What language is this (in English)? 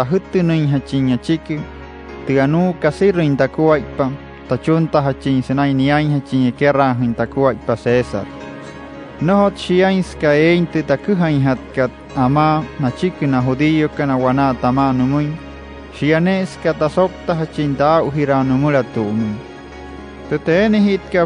Wayuu